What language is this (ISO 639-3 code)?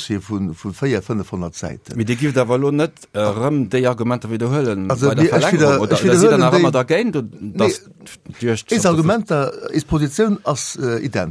ltz